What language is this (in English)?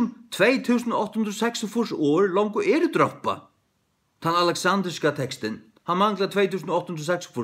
Faroese